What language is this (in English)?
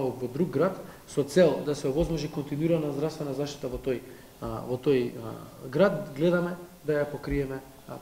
Macedonian